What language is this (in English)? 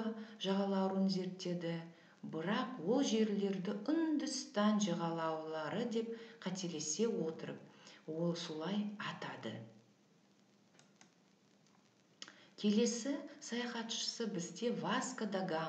Kazakh